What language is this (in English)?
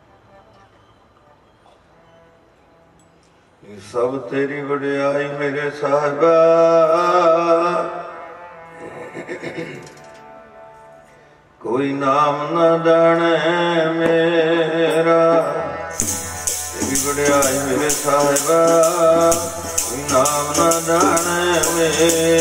Punjabi